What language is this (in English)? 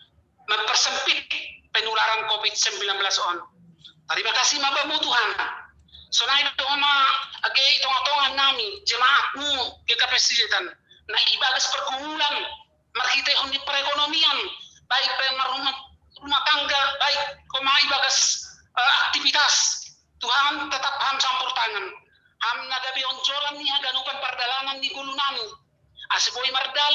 Batak Simalungun